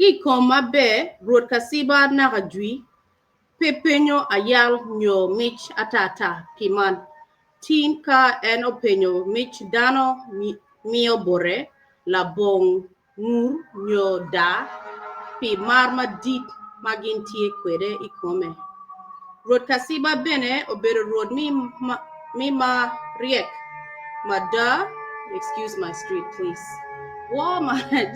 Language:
Acoli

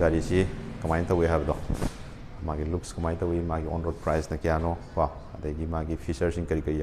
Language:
Manipuri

